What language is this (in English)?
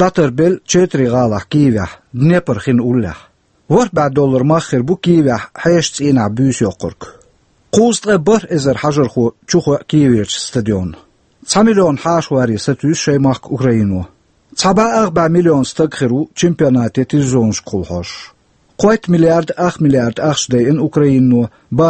Chechen